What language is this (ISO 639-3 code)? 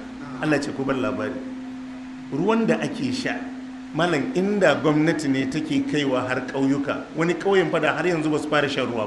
hau